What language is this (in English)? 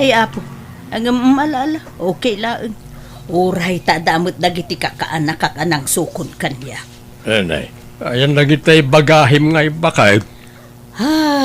Iloko